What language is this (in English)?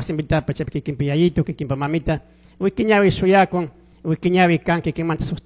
Chimborazo Highland Quichua